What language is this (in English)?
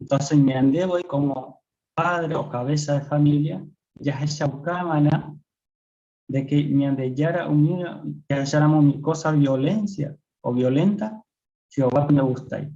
Guarani